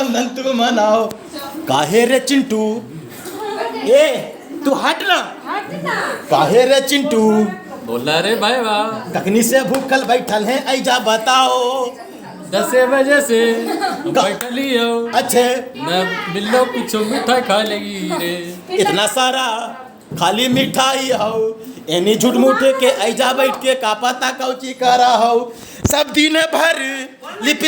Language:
Magahi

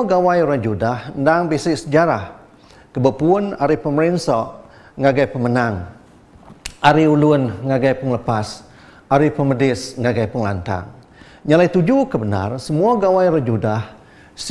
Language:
Iban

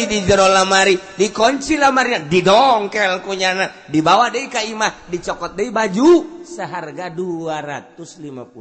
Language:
Sundanese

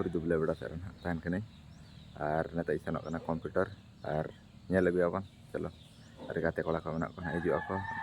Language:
Santali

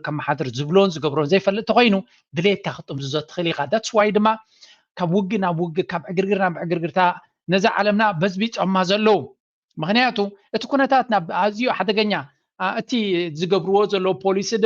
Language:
Tigrinya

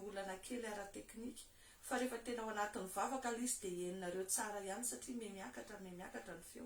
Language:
Malagasy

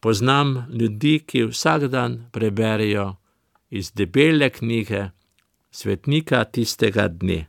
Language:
Slovenian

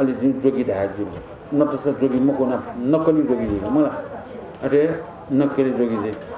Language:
Newari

